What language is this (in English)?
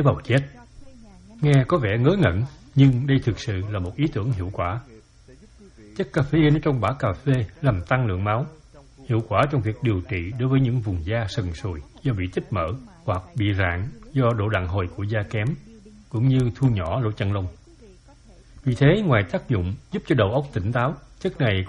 Vietnamese